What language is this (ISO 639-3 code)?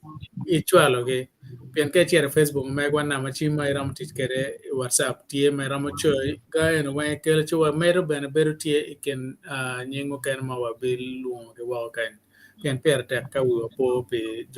ach